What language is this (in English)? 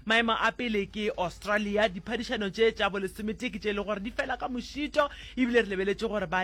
Northern Sotho